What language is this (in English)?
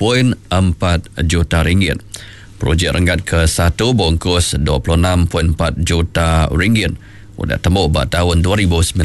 Iban